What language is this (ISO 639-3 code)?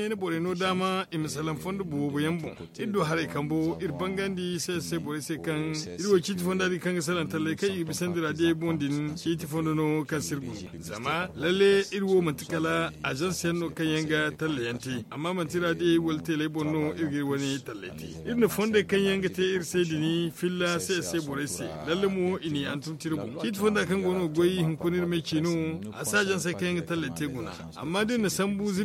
dje